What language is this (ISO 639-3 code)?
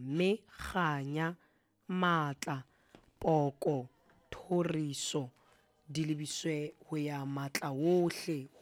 sot